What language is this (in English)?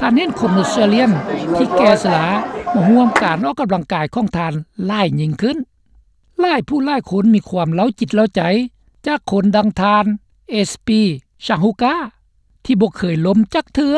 Lao